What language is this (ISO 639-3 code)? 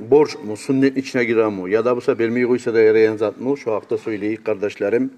kum